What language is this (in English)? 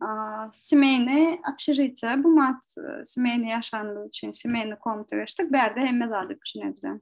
Turkmen